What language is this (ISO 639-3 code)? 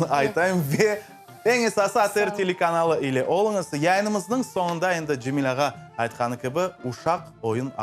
crh